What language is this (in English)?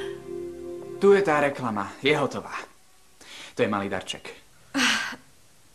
Slovak